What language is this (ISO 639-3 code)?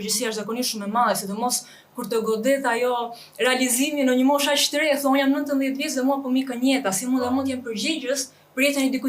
sqi